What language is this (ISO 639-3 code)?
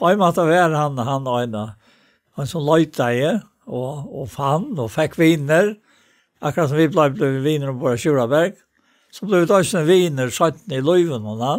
fao